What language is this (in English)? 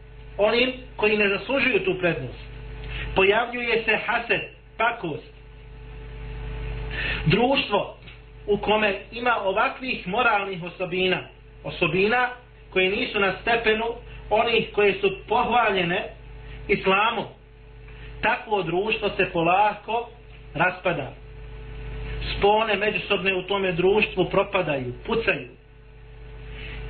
Bosnian